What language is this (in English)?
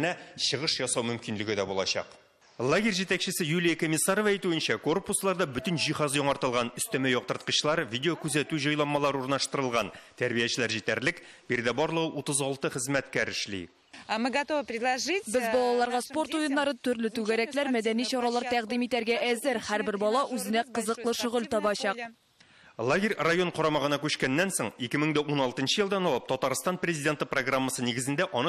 Tatar